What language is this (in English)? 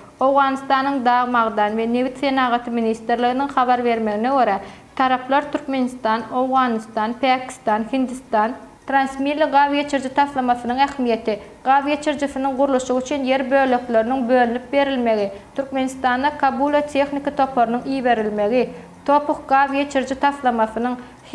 Turkmen